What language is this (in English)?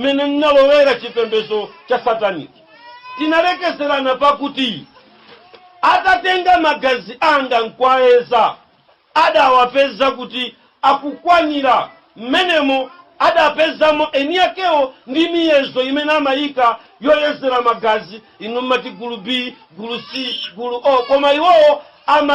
Nyanja